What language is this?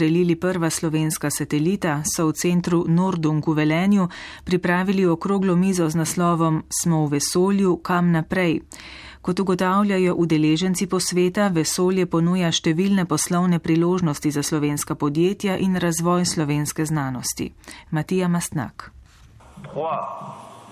Slovenian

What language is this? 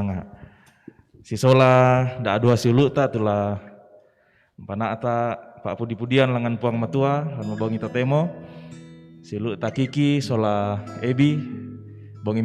Toraja-Sa'dan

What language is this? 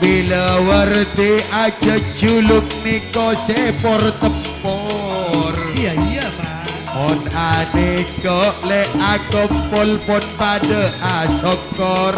Madurese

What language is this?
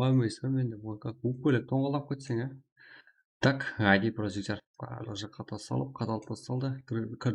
Kara-Kalpak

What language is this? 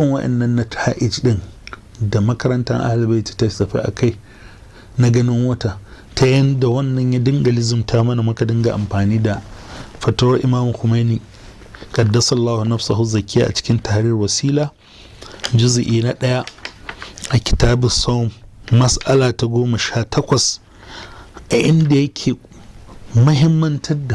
Hausa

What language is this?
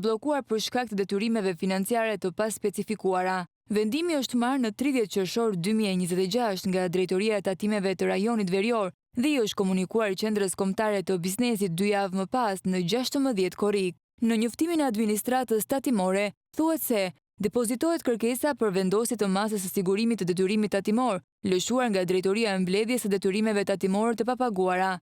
Albanian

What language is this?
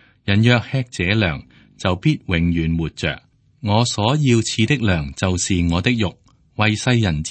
Cantonese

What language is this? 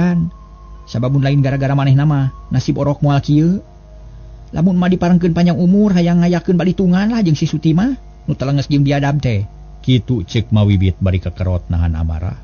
Sundanese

